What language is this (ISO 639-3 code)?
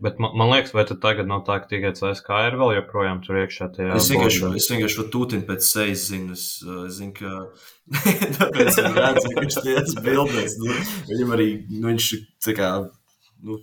lav